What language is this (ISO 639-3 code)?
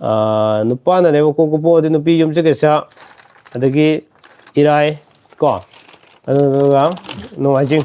mni